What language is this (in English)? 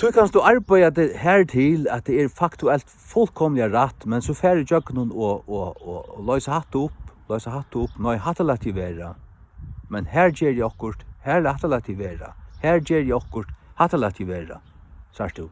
Faroese